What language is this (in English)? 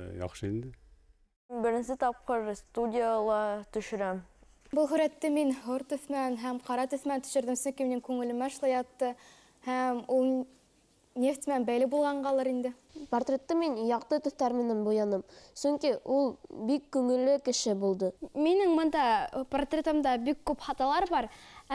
Bashkir